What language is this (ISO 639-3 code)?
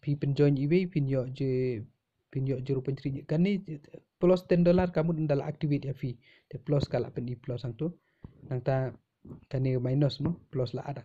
kha